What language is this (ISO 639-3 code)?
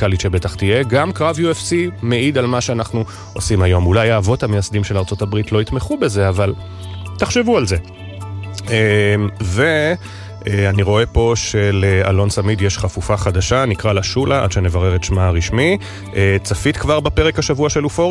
heb